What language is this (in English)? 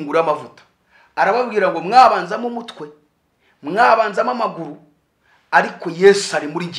Kinyarwanda